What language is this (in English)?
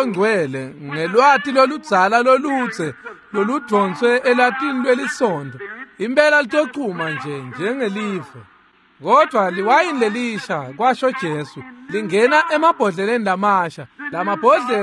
Swati